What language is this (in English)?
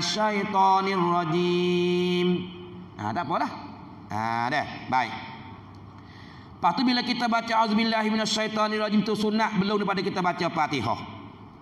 Pattani Malay